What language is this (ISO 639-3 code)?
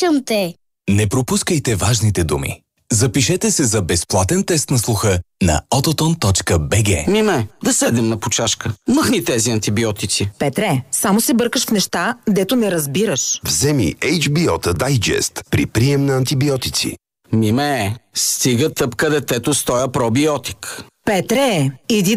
bul